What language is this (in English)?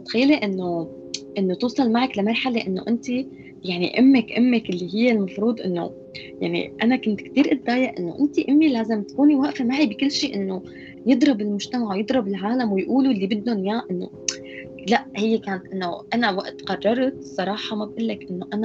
North Levantine Arabic